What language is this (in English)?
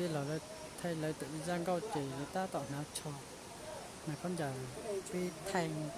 Hmong